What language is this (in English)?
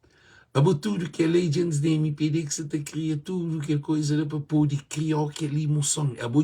Kabuverdianu